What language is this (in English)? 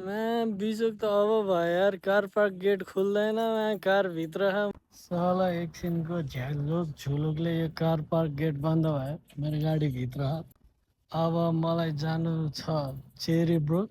Nepali